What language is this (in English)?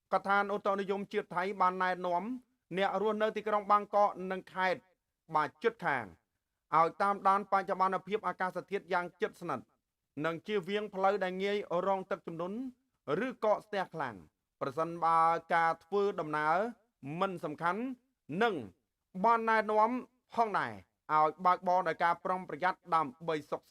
Khmer